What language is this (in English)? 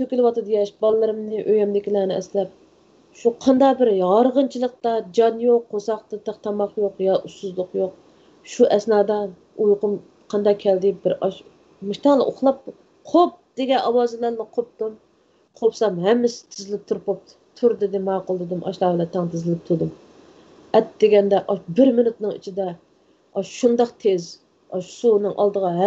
Uyghur